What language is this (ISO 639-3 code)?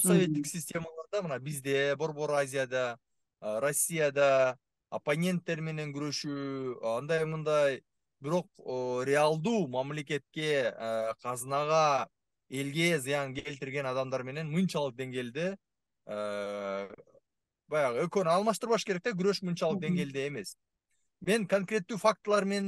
kir